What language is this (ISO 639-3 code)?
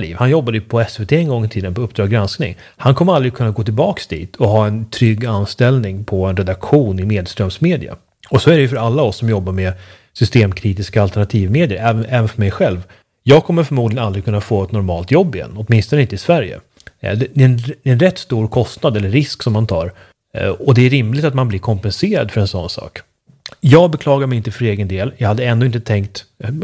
swe